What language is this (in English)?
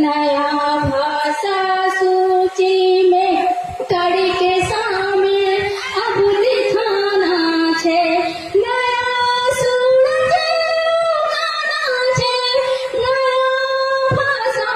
Angika